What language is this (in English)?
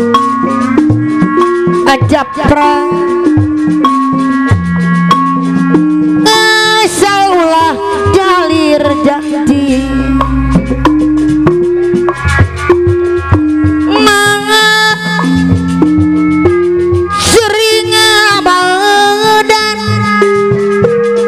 Sundanese